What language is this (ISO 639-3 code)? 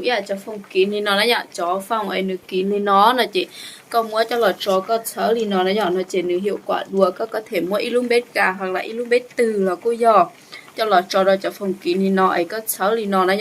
hmn